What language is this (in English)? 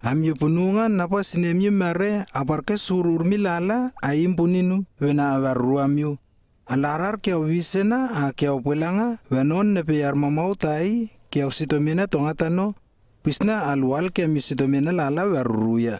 Lewo